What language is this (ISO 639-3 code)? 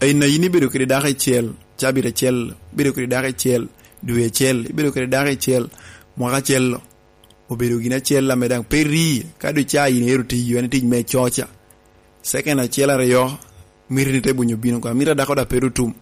laj